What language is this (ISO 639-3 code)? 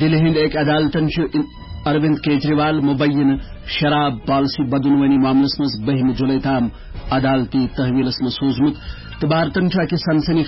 kas